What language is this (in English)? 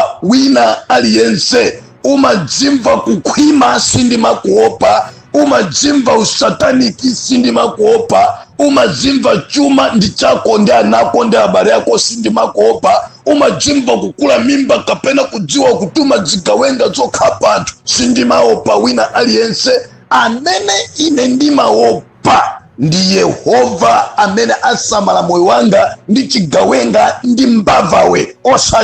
Nyanja